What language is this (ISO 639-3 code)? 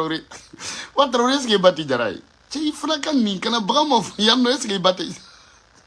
bam